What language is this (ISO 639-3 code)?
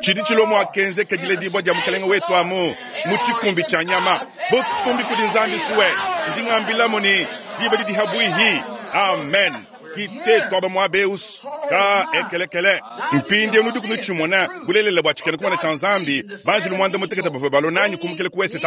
lua